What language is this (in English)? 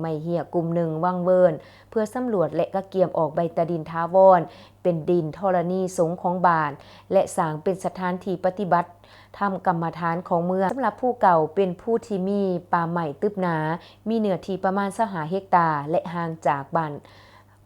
Lao